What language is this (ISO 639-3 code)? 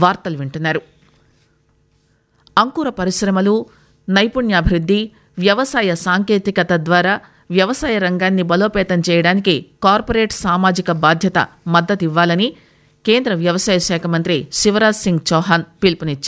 tel